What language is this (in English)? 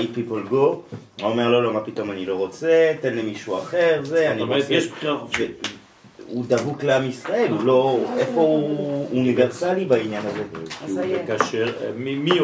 Hebrew